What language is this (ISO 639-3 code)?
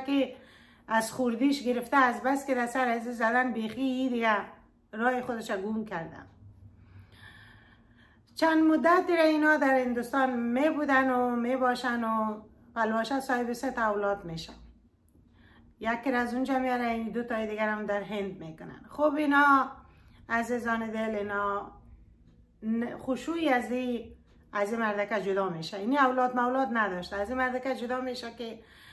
fas